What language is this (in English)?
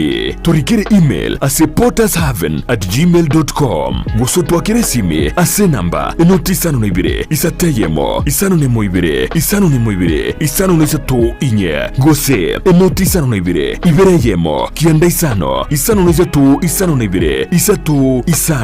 Gusii